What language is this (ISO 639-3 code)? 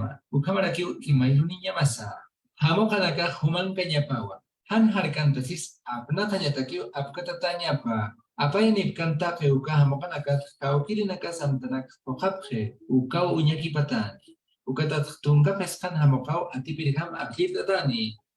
aym